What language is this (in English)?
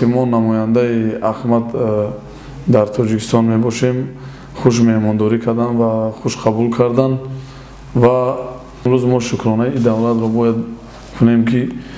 Tajik